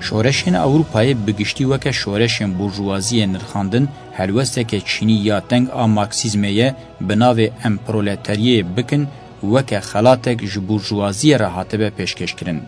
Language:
Kurdish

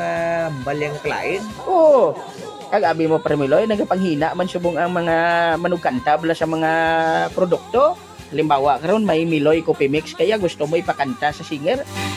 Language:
Hiligaynon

